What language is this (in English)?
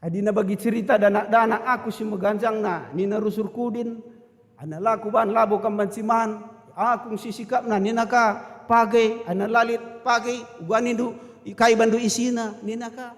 Batak Karo